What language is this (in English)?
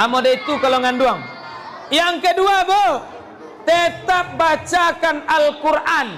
Minangkabau